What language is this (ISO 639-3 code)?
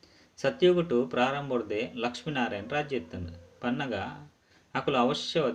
tcy